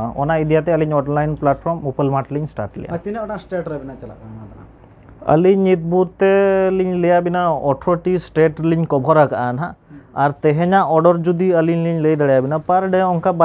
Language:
Santali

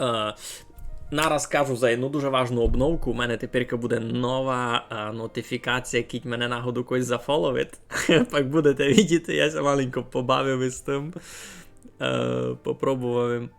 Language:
Rusyn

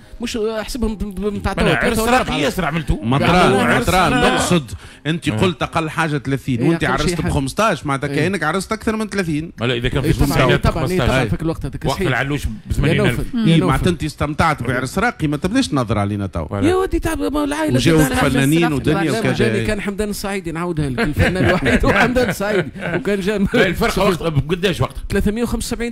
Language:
Tunisian Arabic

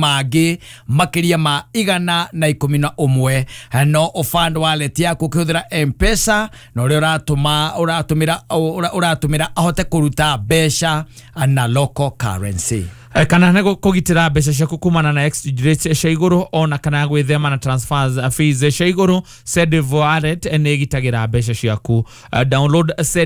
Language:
Kikuyu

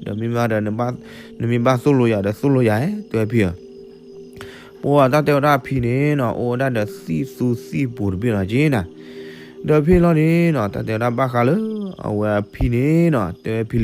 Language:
S'gaw Karen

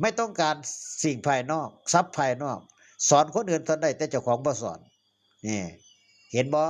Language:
Northeastern Thai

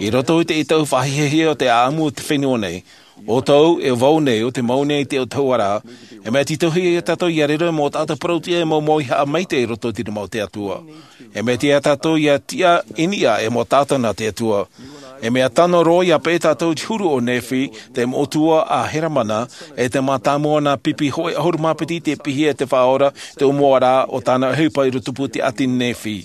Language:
Tahitian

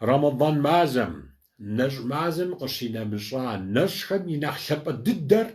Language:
Kabardian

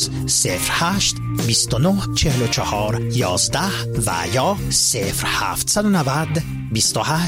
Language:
Persian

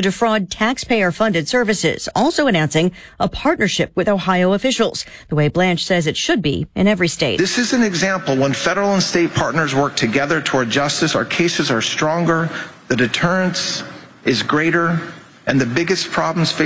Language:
English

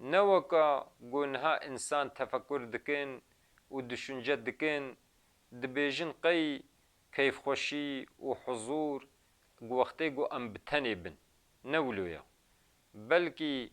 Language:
Kurdish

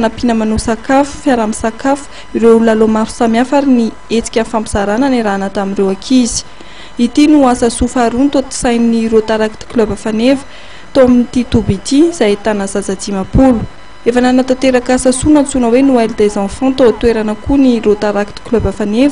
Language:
Malagasy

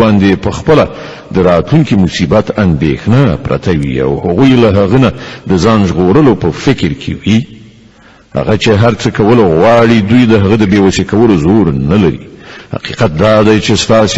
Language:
Pashto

